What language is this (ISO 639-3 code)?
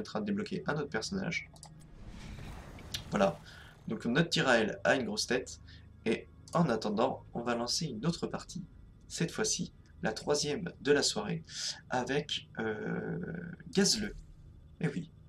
fra